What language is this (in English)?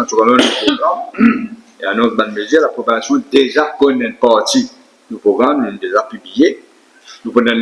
Morisyen